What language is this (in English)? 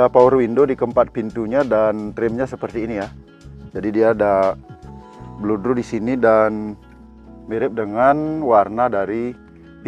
Indonesian